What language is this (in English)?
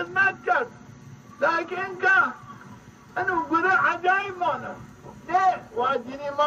Zaza